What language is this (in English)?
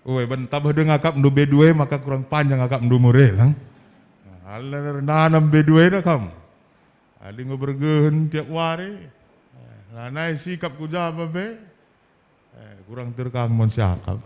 Batak Karo